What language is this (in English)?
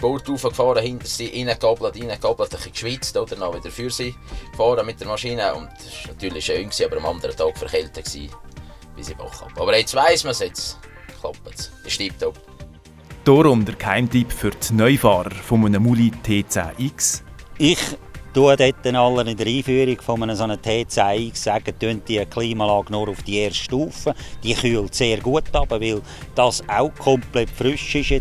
Swiss German